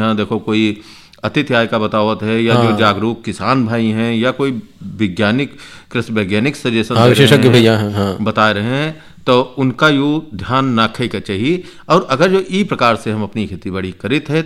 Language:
Hindi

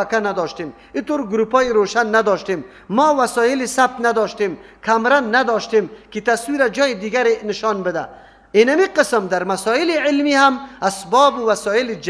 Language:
Persian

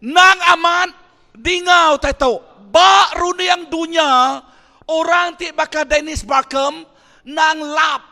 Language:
Iban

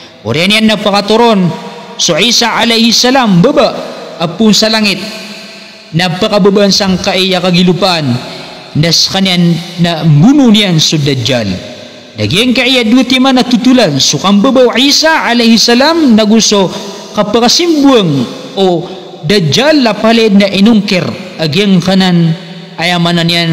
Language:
Maranao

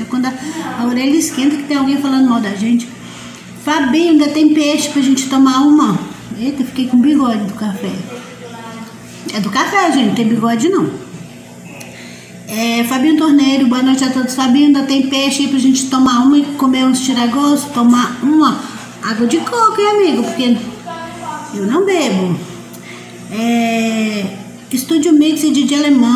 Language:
Portuguese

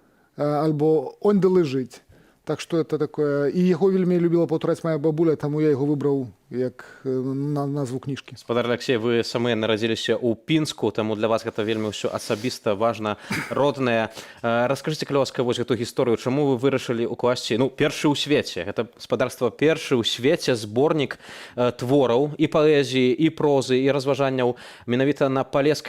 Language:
Belarusian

